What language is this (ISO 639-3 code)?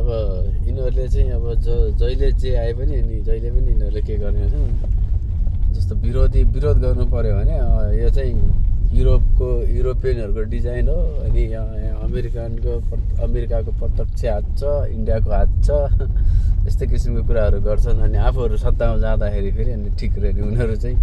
nep